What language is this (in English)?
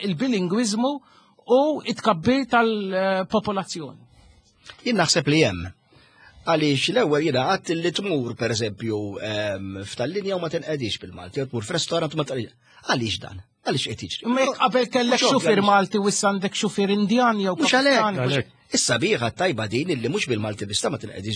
Maltese